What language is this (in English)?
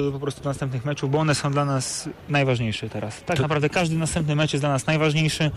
Polish